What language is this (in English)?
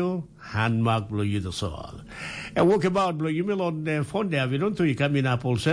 Tok Pisin